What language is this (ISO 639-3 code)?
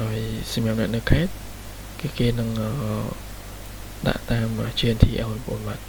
khm